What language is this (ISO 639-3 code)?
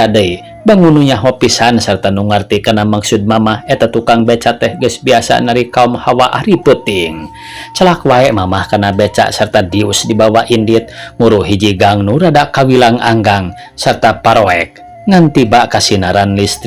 sun